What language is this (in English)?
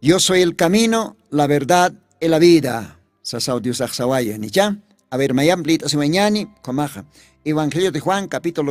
Aymara